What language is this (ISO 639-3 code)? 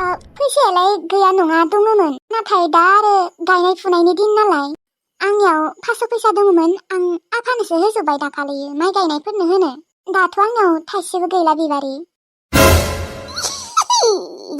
brx